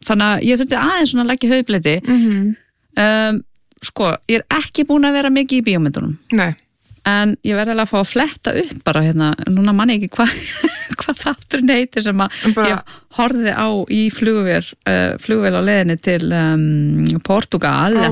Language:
Icelandic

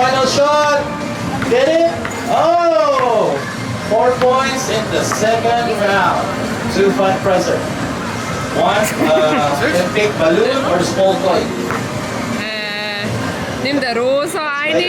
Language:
Swiss German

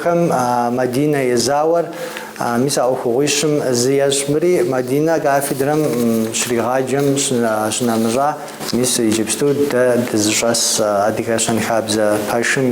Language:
Kabardian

